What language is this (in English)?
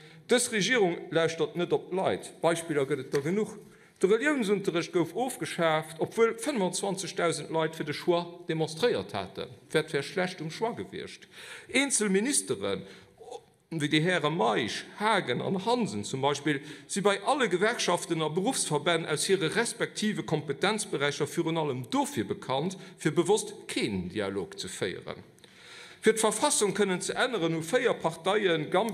Luxembourgish